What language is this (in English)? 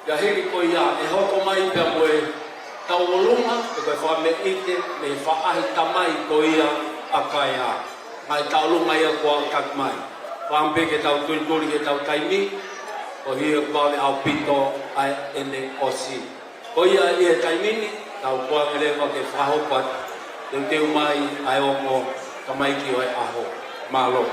Tongan